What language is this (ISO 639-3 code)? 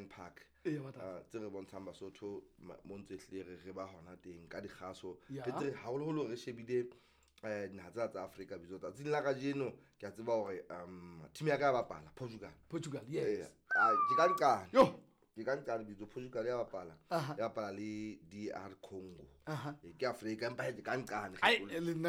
sot